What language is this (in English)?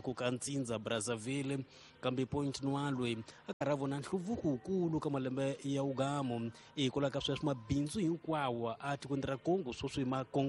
Tsonga